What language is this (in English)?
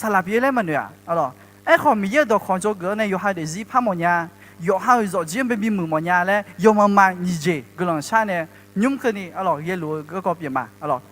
Akha